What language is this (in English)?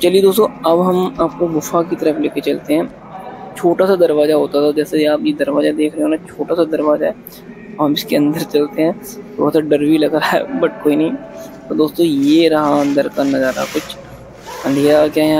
Hindi